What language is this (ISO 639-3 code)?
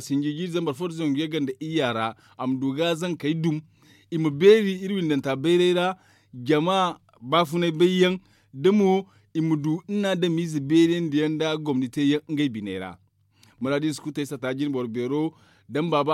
dje